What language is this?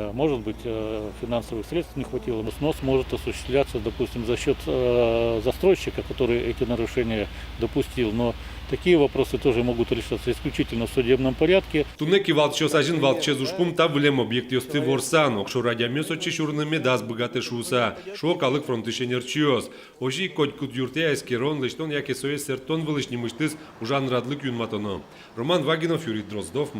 Udmurt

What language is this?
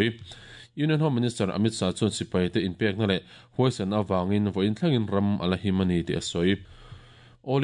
Mizo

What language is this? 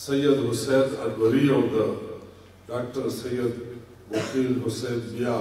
Pashto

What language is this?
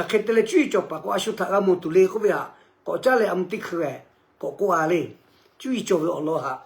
Lahu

